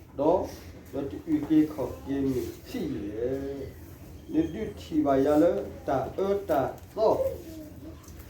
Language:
S'gaw Karen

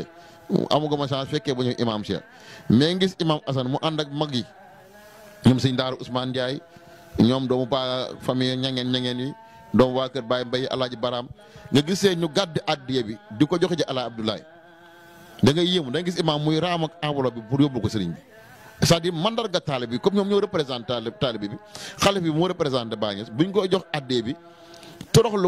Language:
Wolof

